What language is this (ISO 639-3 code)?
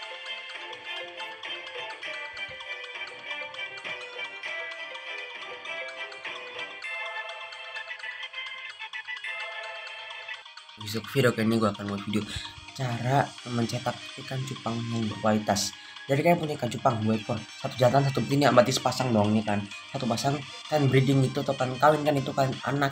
ind